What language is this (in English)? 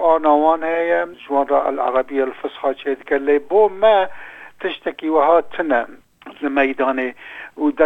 Kurdish